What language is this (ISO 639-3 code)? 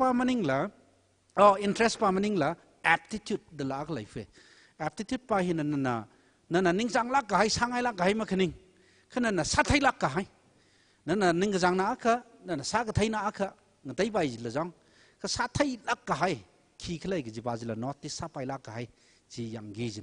nmf